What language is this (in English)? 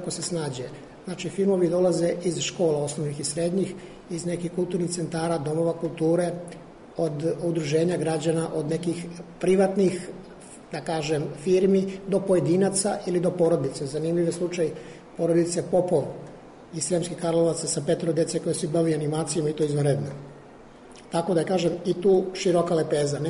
Serbian